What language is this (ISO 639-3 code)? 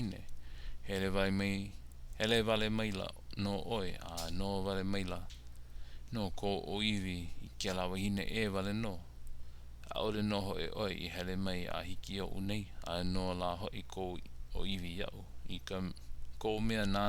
haw